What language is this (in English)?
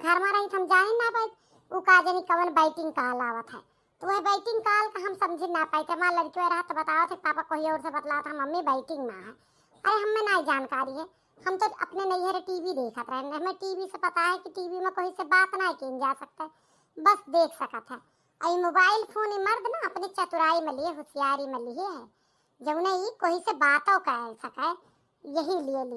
Awadhi